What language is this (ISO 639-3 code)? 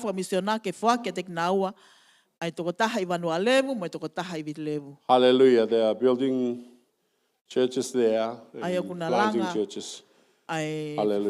ton